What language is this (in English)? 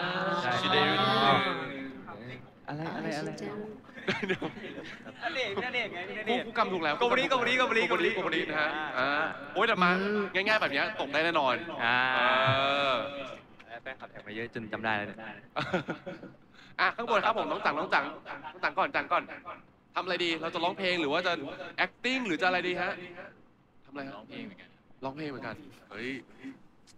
Thai